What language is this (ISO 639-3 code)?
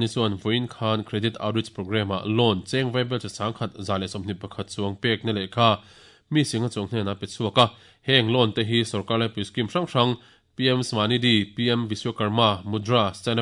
lus